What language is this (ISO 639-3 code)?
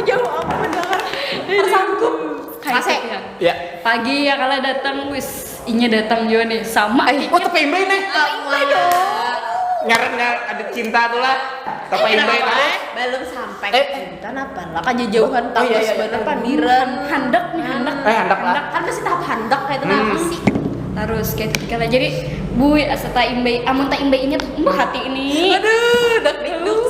bjn